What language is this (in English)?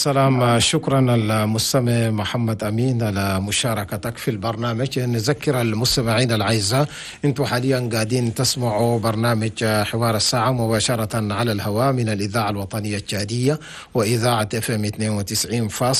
Chadian Arabic